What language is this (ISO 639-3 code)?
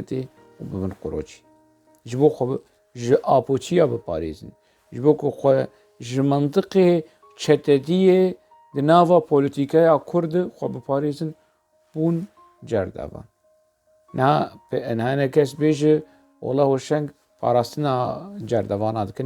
kur